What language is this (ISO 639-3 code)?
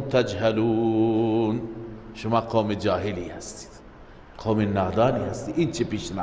fas